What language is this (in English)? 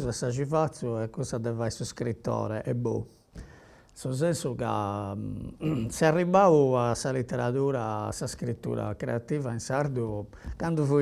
Sardinian